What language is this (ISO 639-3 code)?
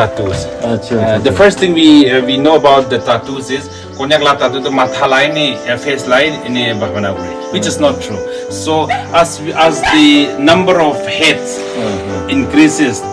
nag